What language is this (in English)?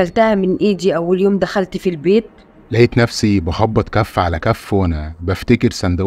Egyptian Arabic